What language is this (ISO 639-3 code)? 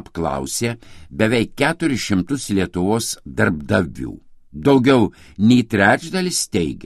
lit